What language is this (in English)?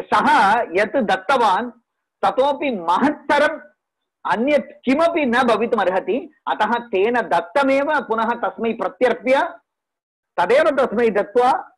Sanskrit